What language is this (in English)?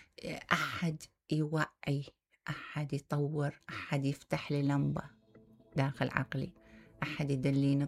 Mesopotamian Arabic